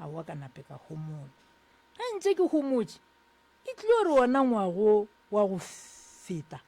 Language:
Northern Sotho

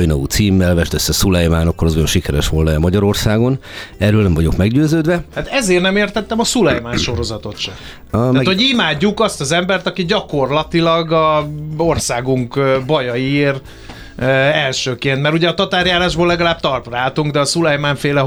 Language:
Hungarian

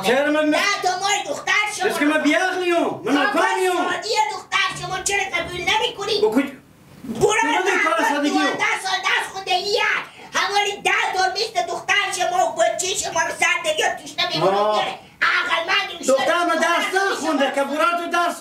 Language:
Persian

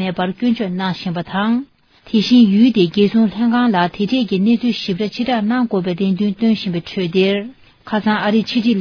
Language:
Tibetan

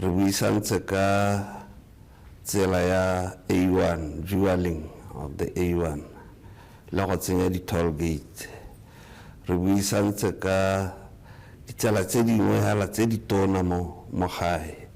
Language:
Tswana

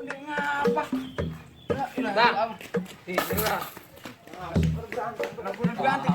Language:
Betawi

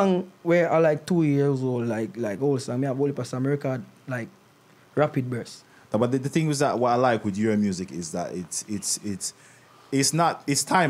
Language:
Jamaican Creole English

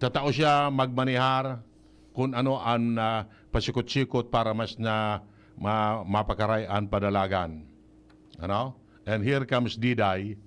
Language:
Bikol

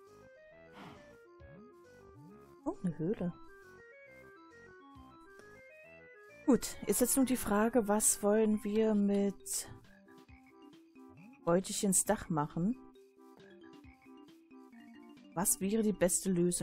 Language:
German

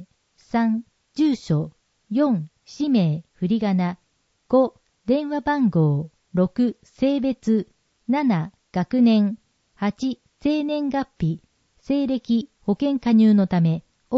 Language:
Japanese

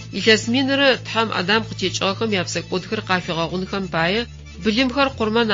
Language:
Adyghe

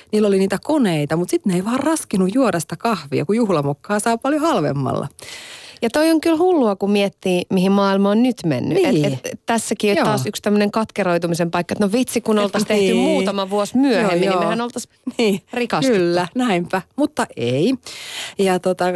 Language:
Finnish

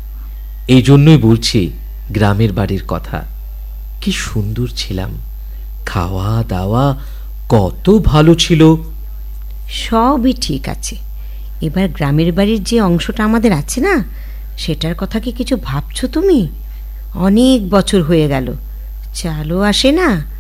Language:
Bangla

